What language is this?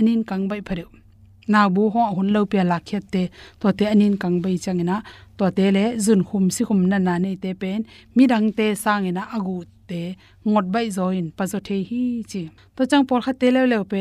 Tedim Chin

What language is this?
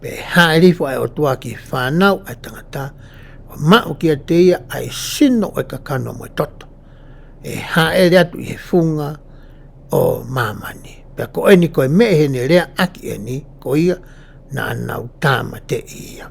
Tongan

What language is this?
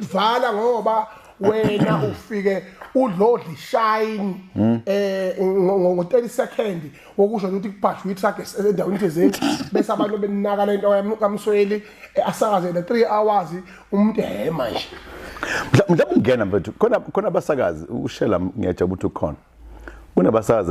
Zulu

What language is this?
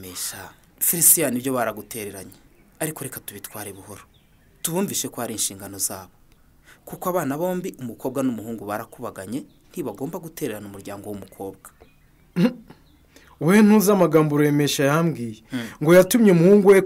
Kinyarwanda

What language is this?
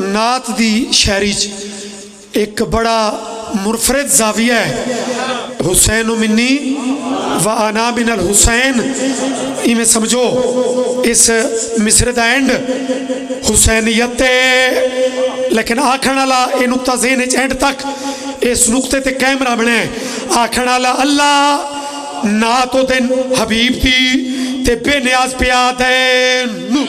Pahari-Potwari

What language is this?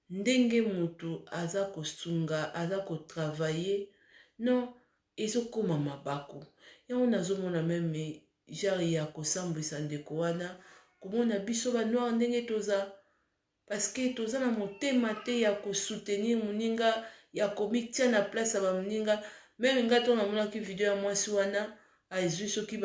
Lingala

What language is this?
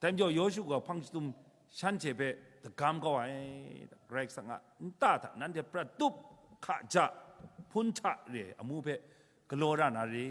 Kachin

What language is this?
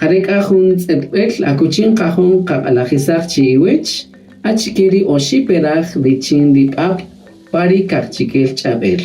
Kaqchikel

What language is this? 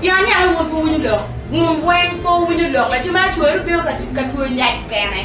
Acoli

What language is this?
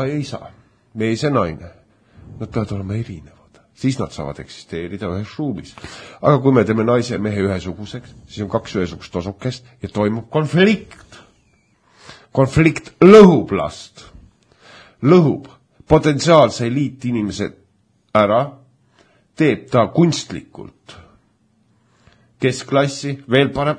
Estonian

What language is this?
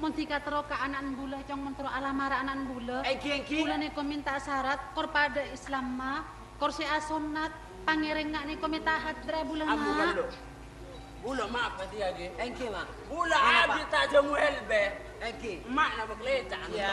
Madurese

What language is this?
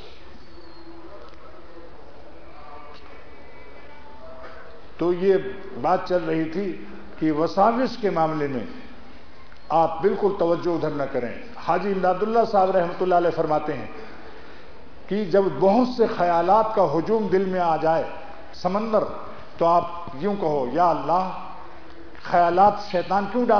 Urdu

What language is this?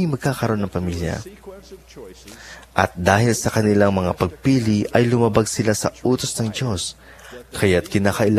Filipino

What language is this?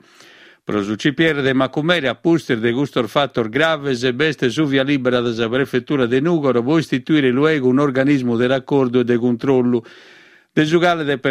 Sardinian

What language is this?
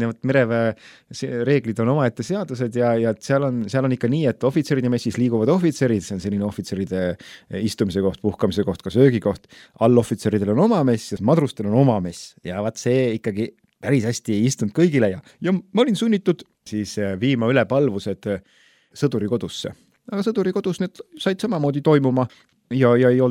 Estonian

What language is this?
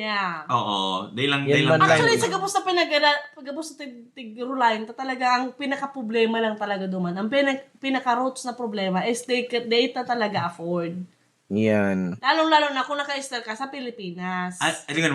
Bikol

